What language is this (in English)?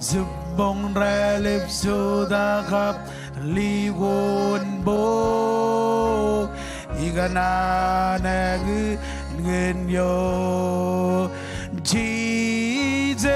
Marshallese